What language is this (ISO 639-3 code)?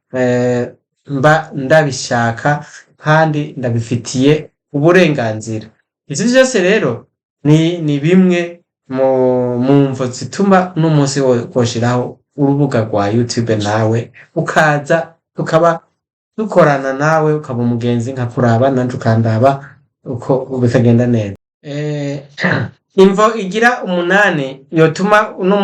run